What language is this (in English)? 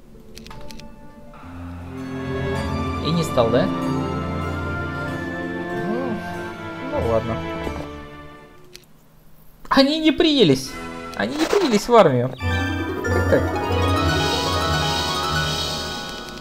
Russian